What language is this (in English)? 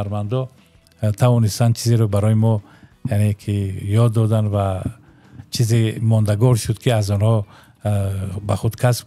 Tajik